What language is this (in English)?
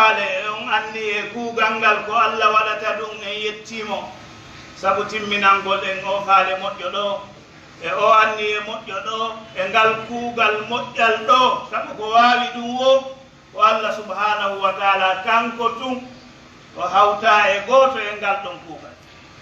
Pular